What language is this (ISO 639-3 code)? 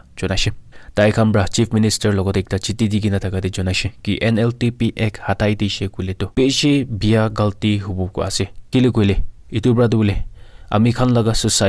nag